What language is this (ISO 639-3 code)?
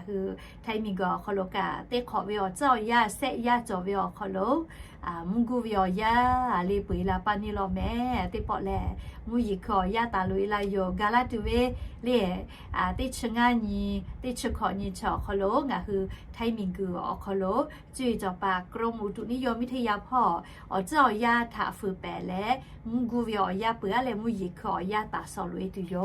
lhu